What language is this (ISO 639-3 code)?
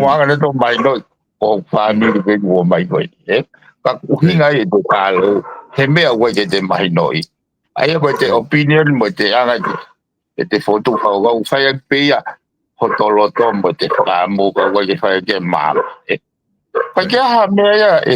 ton